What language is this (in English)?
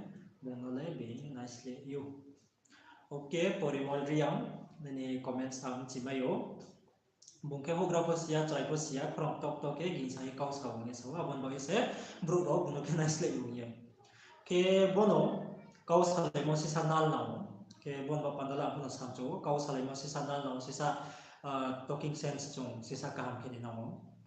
Riang (India)